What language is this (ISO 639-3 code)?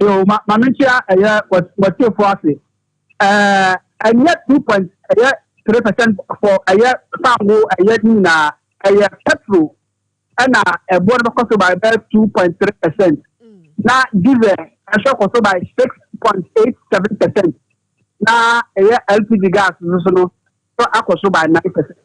aka